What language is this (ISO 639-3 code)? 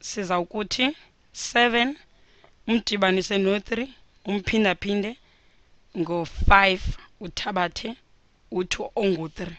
xho